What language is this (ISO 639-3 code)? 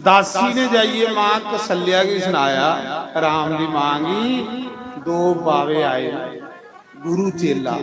doi